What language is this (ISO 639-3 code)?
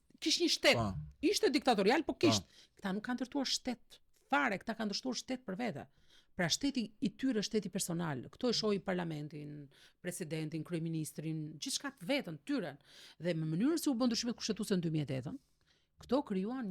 sqi